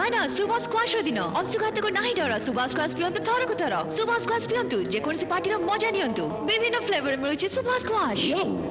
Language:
Odia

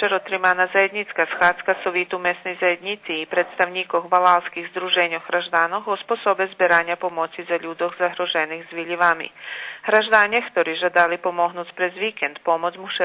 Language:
Rusyn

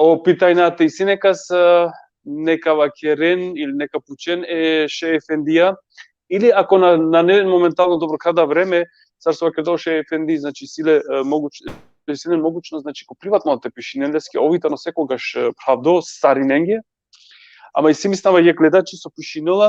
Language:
Balkan Romani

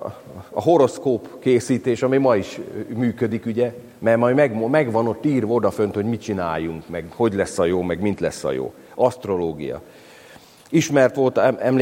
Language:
Hungarian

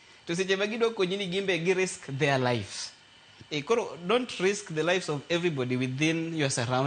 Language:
Luo (Kenya and Tanzania)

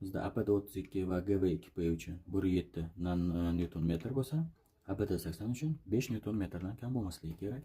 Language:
Uzbek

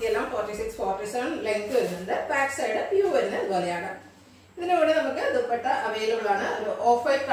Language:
Malayalam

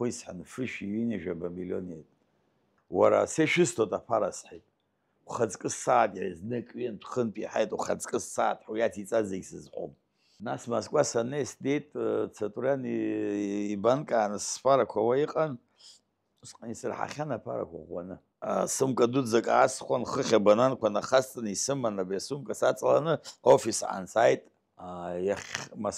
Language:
Abkhazian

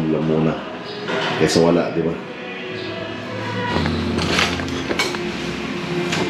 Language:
Filipino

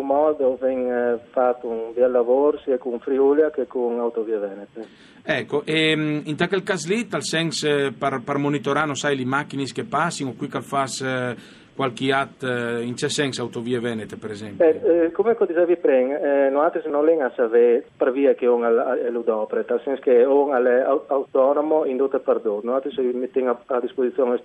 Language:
Friulian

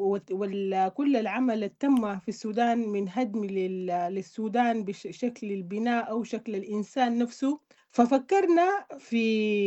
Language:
Sudanese Arabic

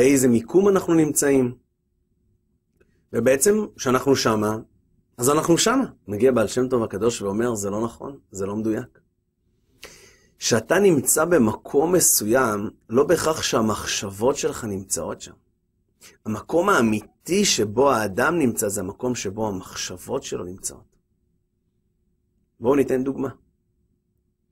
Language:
Hebrew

